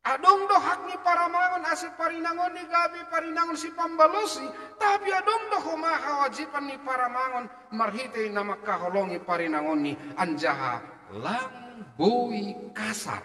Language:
Batak Simalungun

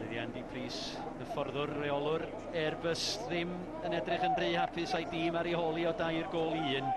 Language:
Welsh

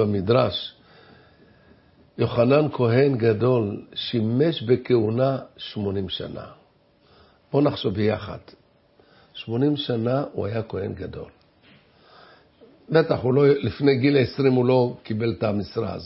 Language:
Hebrew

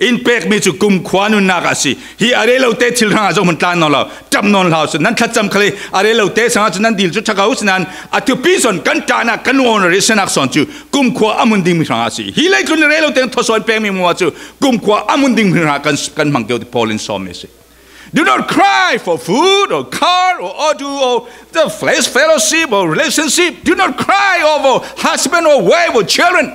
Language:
Falam Chin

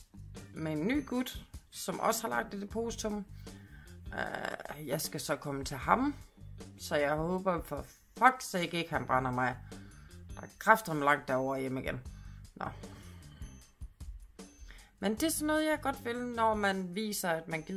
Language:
Danish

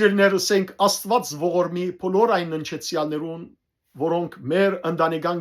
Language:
Western Armenian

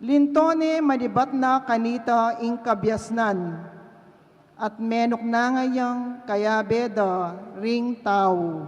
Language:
Pampanga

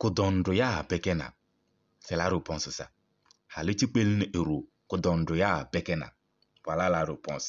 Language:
Kabiyè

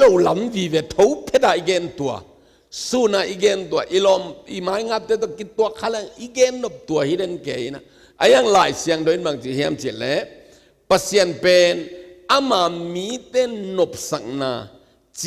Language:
Tedim Chin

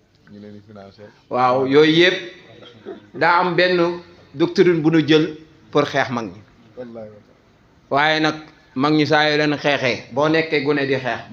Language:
Wolof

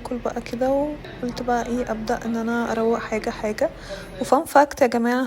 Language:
Egyptian Arabic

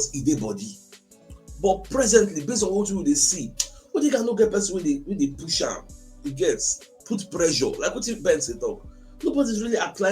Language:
Nigerian Pidgin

